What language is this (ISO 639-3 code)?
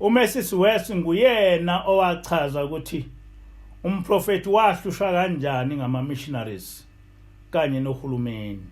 zul